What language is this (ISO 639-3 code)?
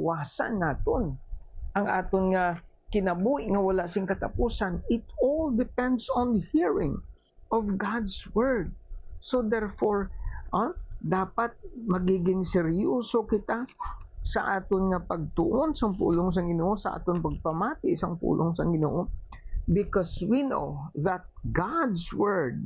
hil